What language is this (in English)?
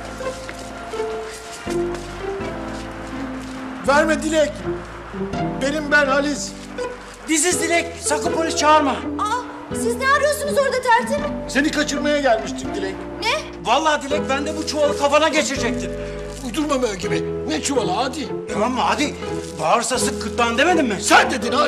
Turkish